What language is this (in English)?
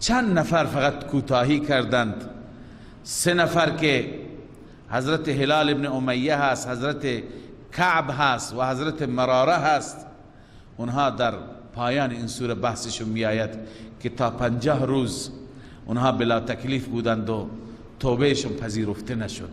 Persian